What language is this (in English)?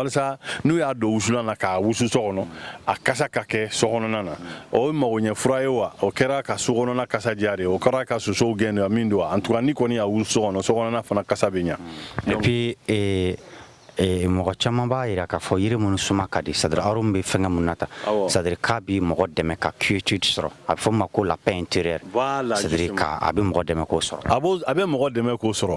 Bambara